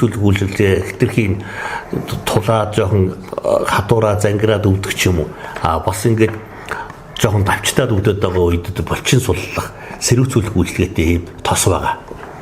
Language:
Mongolian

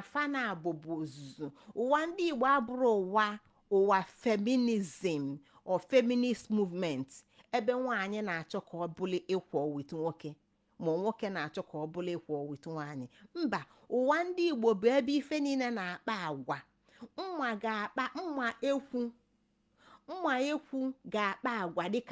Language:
Igbo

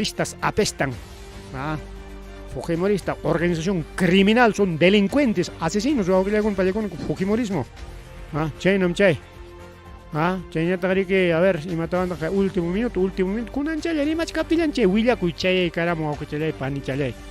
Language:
Ayacucho Quechua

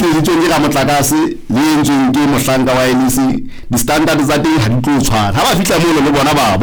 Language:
Southern Sotho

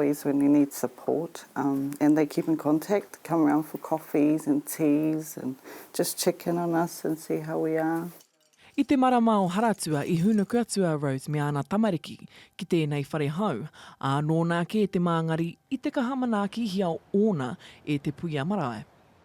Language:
Māori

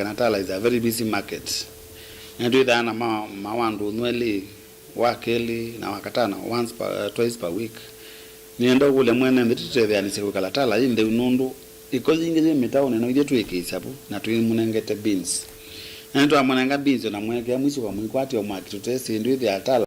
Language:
Kamba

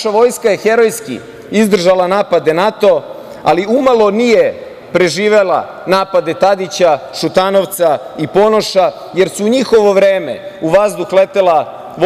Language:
Serbian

